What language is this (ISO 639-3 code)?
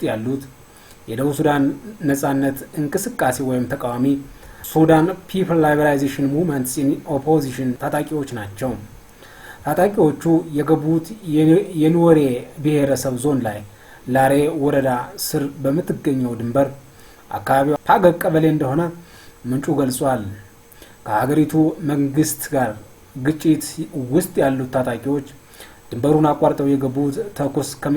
amh